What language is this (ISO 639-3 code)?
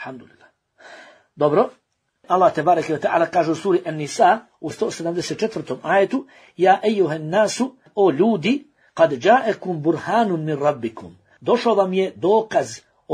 bos